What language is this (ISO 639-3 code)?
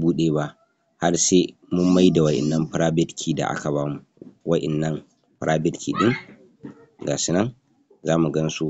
hau